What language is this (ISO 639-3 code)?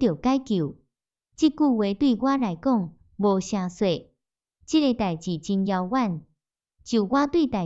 nan